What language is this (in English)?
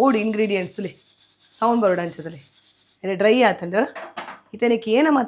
Tulu